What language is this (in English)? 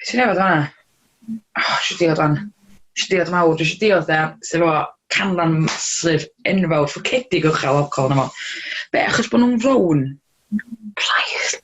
Welsh